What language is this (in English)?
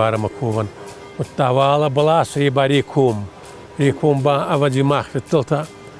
Ossetic